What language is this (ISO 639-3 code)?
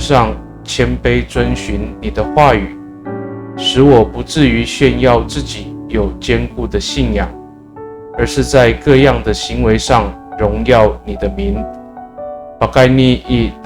ami